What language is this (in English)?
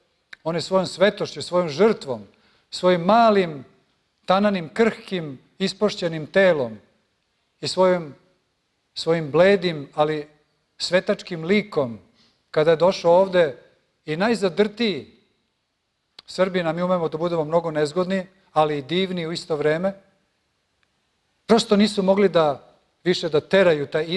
Serbian